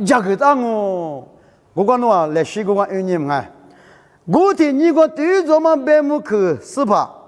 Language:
Lisu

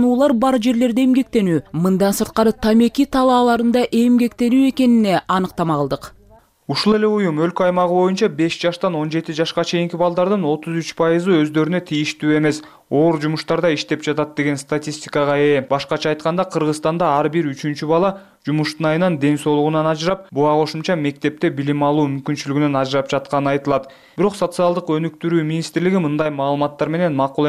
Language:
Kyrgyz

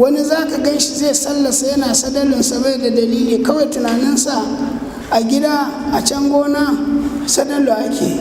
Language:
Hausa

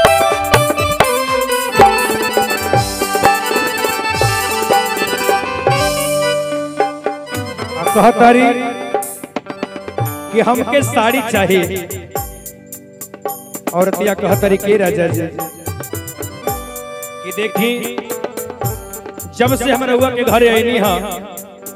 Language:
Bhojpuri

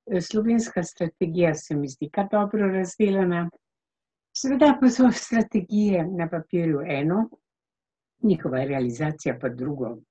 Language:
Slovenian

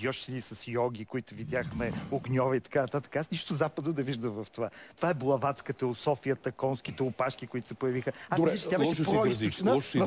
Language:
Bulgarian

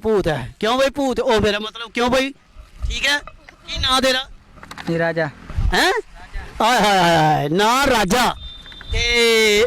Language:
Dogri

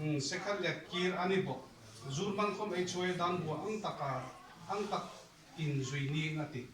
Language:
Hmar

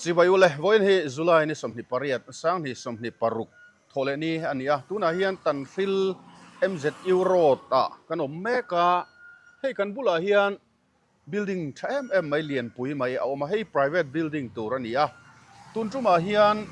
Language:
Mizo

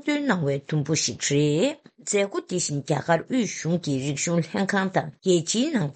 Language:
Tibetan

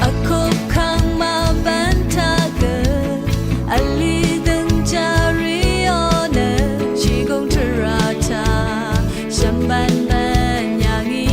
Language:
Rawang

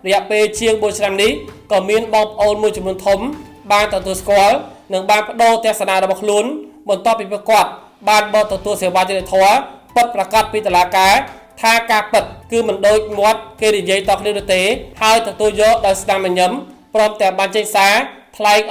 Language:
Khmer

